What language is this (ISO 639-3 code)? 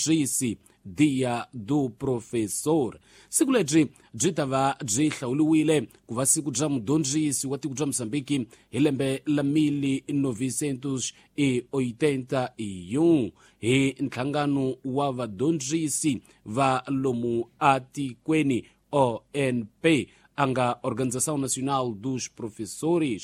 tso